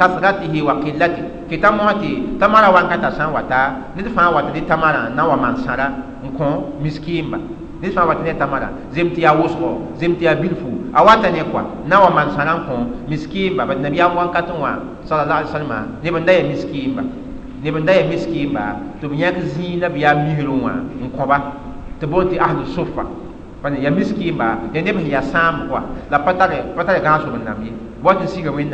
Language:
Mossi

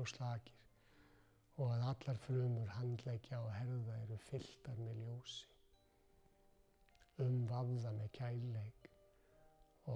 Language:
Icelandic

